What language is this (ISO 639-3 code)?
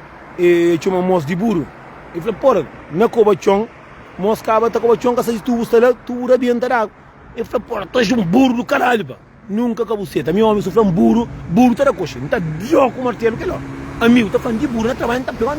kea